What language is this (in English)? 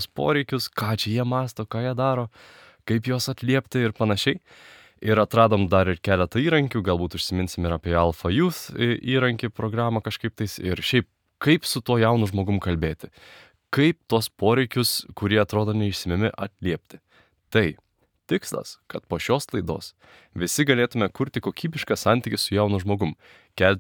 Lithuanian